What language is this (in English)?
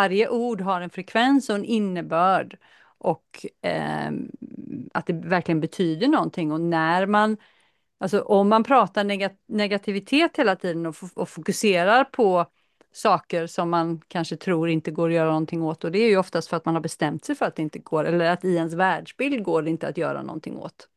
Swedish